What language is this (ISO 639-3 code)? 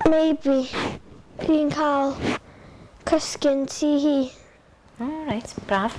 cym